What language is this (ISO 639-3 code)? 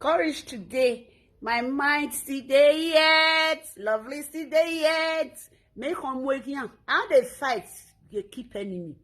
pcm